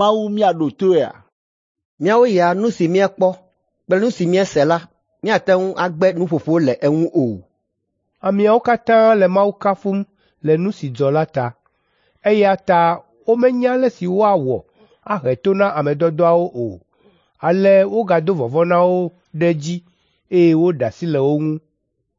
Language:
Ewe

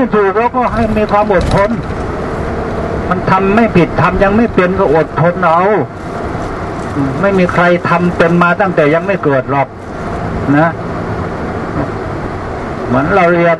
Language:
Thai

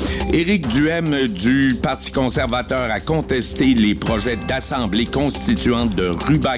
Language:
French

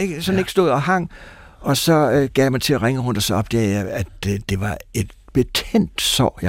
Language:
Danish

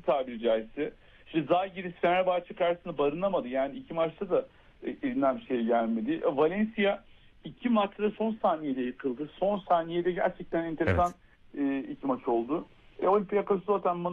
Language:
Turkish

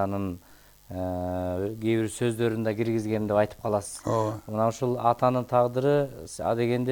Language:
Kyrgyz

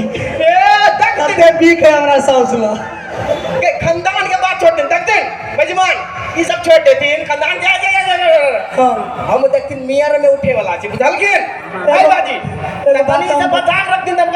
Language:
Maithili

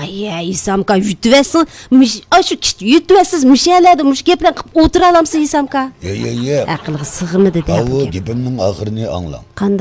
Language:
Uyghur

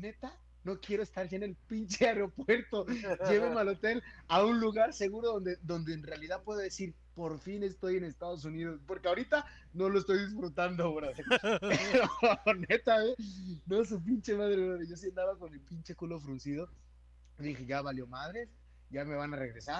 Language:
Spanish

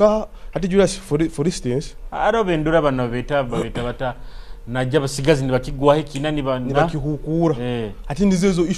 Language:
Nyoro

